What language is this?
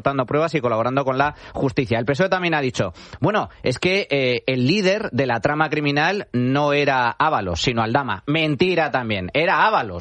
Spanish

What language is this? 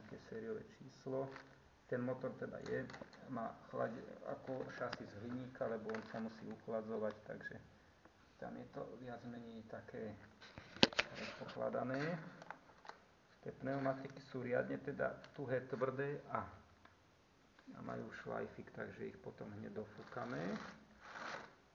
Slovak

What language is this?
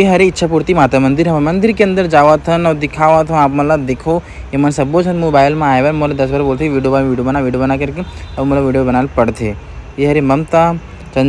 Chhattisgarhi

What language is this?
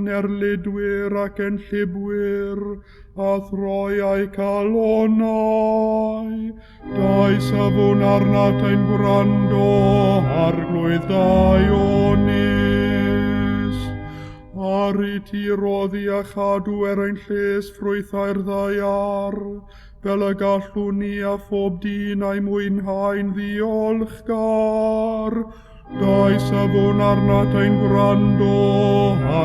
Welsh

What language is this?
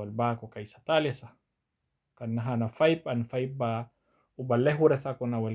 Mískito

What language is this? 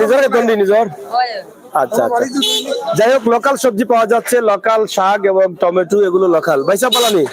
Sylheti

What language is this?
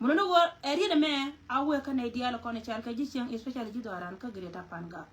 Nuer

